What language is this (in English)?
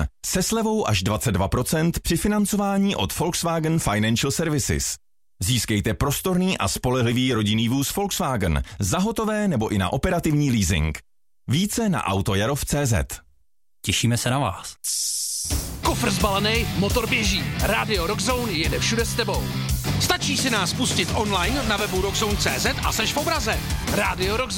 Czech